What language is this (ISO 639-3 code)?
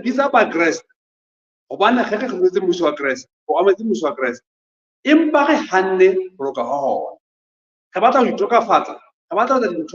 sot